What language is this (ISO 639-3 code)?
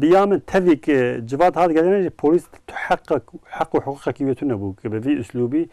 kur